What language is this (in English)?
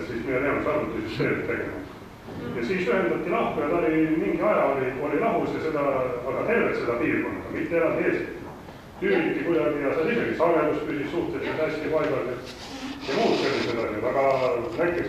Estonian